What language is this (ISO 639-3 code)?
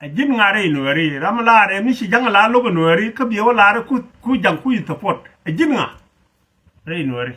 nus